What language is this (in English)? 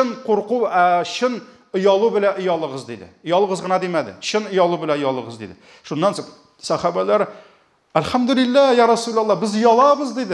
Tatar